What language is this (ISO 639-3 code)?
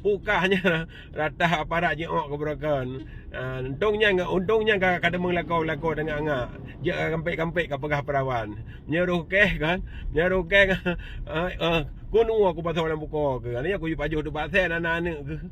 ace